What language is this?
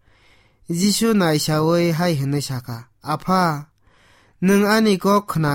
Kok Borok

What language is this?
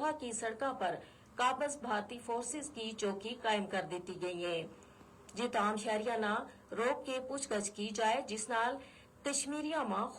Gujari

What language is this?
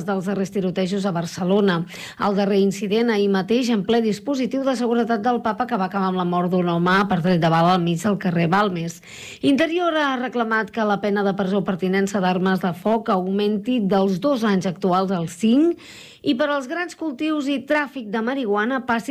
Catalan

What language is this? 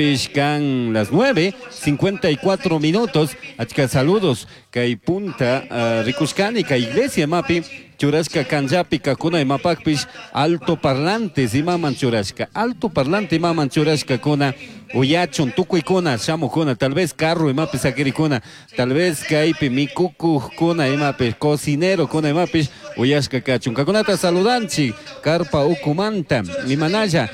Chimborazo Highland Quichua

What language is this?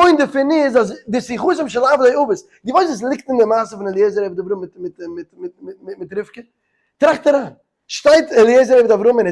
Yiddish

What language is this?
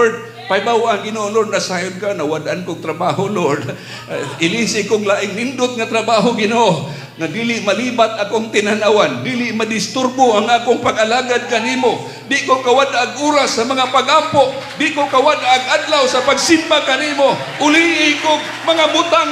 Cebuano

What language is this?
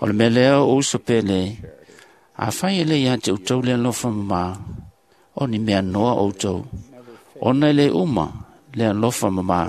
Samoan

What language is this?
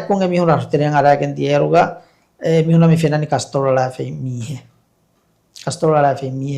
Divehi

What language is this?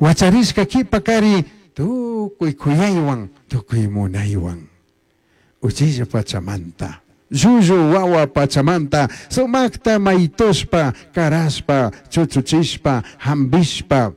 Chimborazo Highland Quichua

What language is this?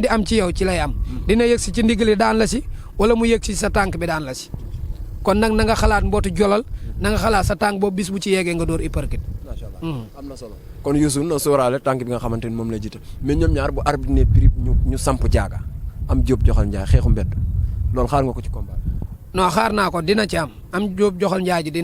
Wolof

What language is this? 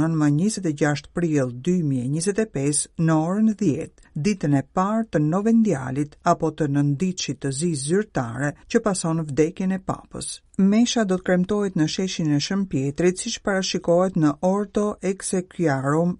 Albanian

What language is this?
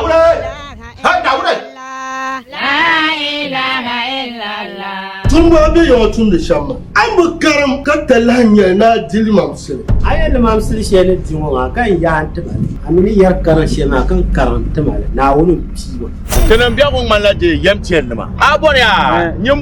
Dagbani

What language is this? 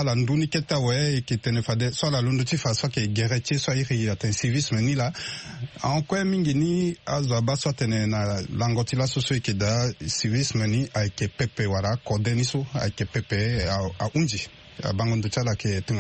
Sango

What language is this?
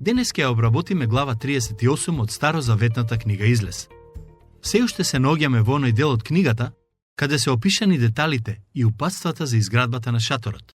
Macedonian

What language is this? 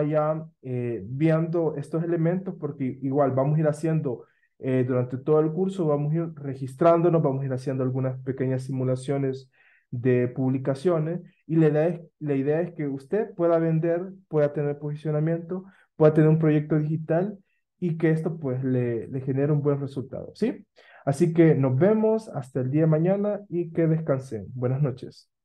Spanish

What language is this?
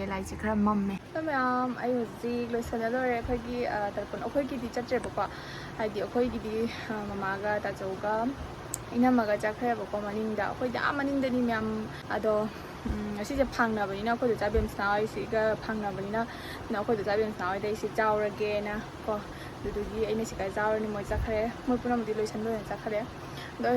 Manipuri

